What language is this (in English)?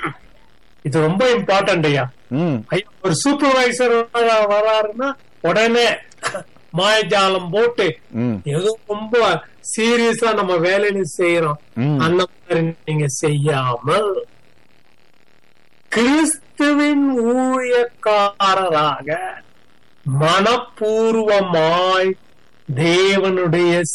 Tamil